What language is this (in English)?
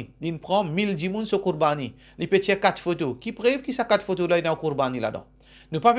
Morisyen